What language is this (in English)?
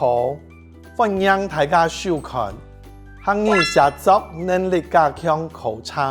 Hakka Chinese